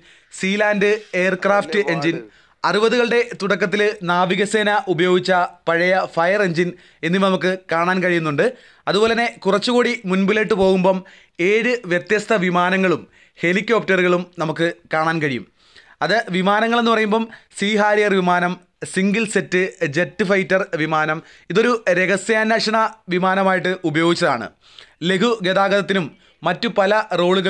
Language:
Malayalam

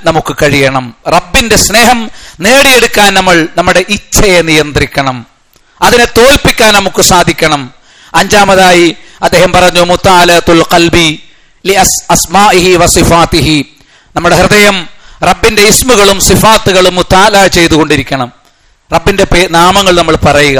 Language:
Malayalam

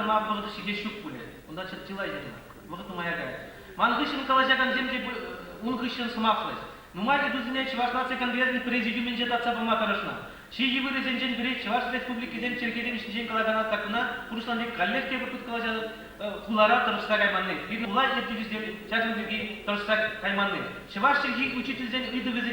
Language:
Chuvash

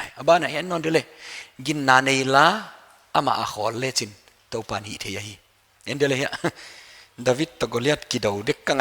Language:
Paite Chin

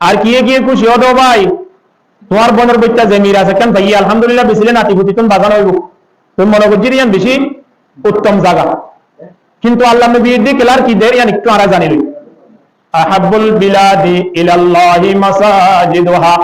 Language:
Rohingya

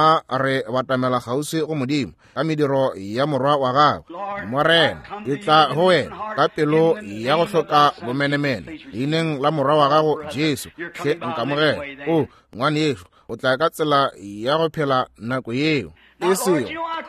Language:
Northern Sotho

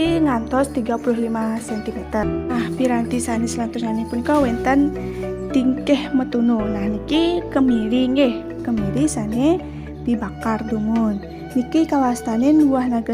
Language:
Balinese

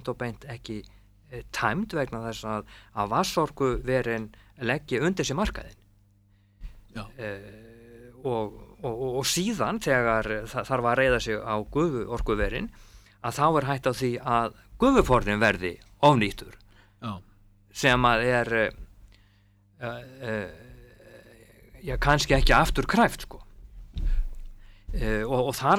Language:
Icelandic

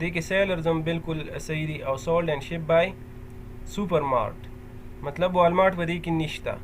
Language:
Pashto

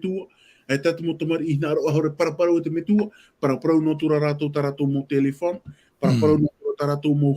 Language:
Tahitian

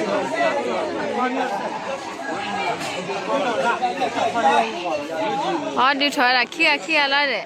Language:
S'gaw Karen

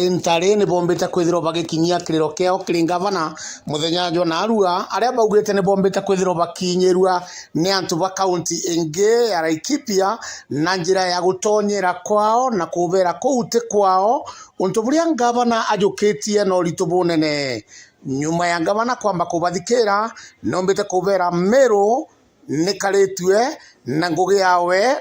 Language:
Meru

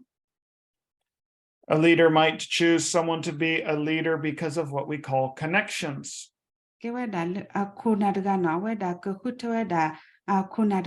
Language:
S'gaw Karen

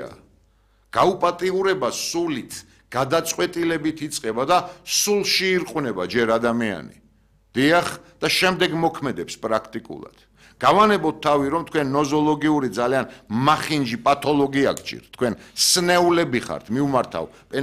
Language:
Georgian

